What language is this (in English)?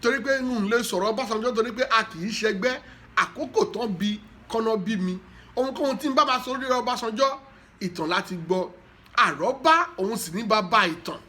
Yoruba